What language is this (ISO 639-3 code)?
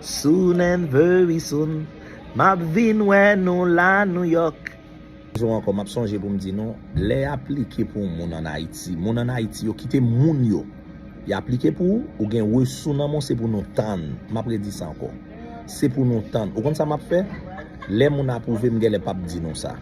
hat